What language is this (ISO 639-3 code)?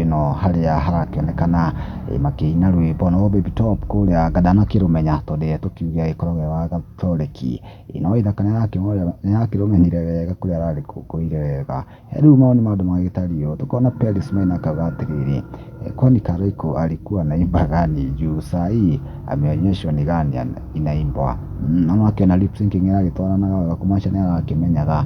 kik